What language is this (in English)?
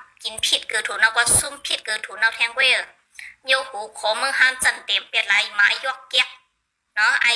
Shan